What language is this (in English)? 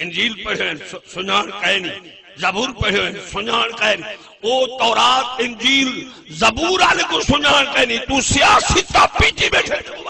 Saraiki